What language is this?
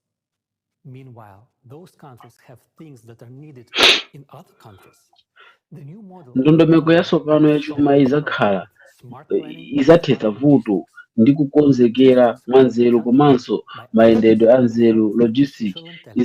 Nyanja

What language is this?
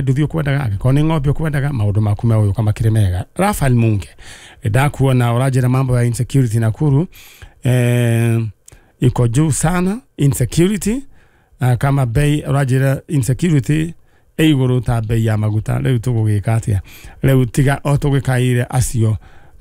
Kikuyu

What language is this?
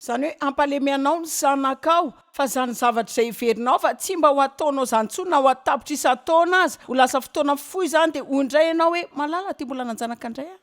Malagasy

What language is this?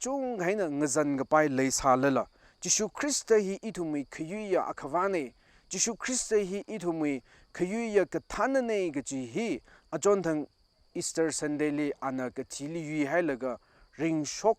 Tangkhul Naga (India)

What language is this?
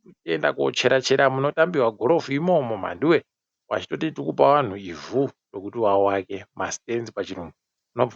Ndau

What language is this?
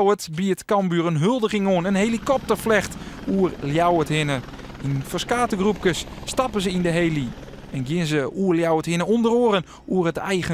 Western Frisian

